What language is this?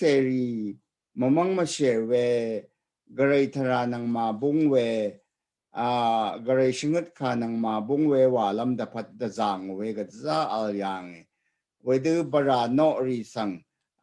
Rawang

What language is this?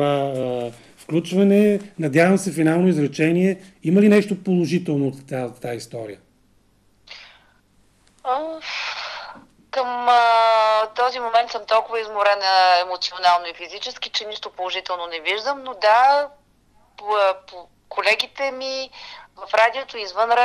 Bulgarian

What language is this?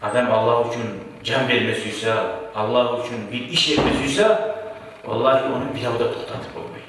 Kumyk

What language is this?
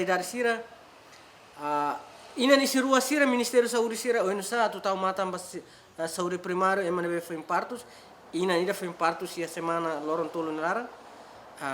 Tetum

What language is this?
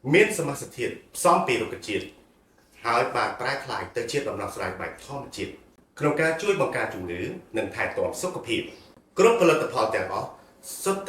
Khmer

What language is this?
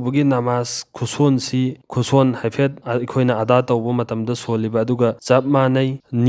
Manipuri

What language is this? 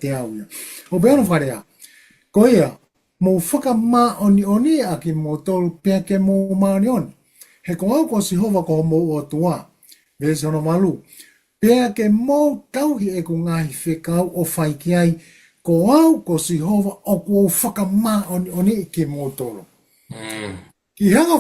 Tongan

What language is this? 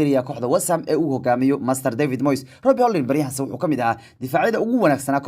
Somali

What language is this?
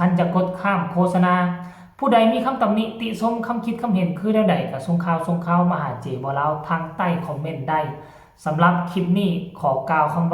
Northeastern Thai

